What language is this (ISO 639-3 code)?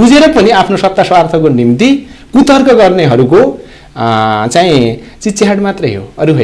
nep